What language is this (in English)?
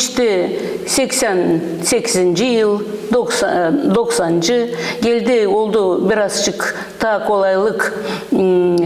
Gagauz